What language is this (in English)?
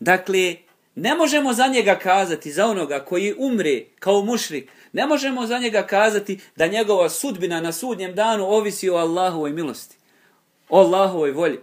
Bosnian